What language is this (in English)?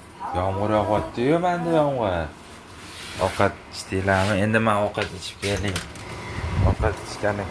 Uzbek